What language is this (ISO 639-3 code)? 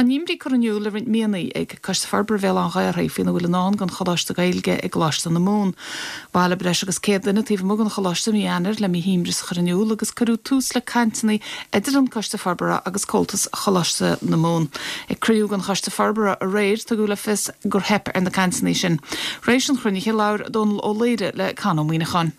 gle